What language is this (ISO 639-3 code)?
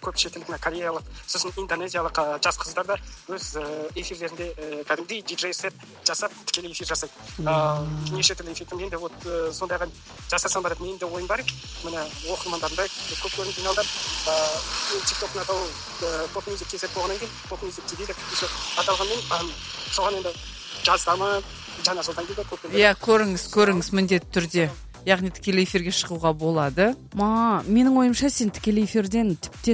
kaz